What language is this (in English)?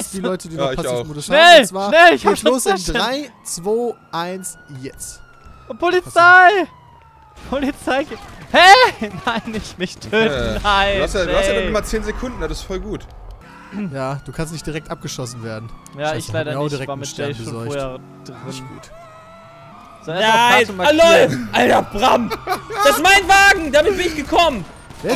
German